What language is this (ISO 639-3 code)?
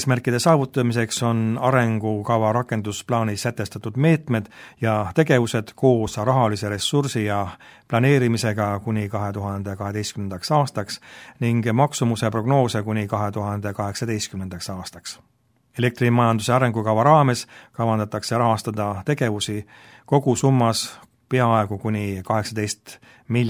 est